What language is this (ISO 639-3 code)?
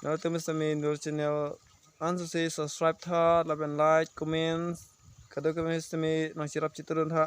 mjw